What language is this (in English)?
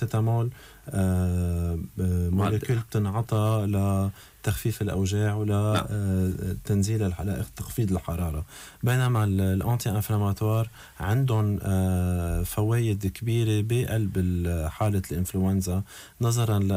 North Levantine Arabic